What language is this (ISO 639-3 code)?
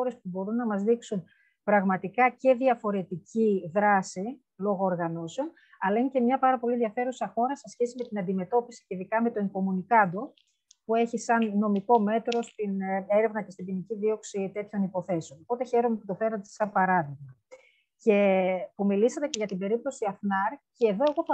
ell